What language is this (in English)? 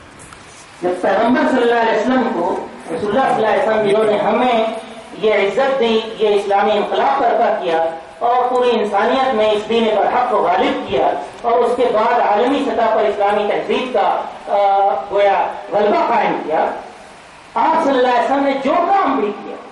Urdu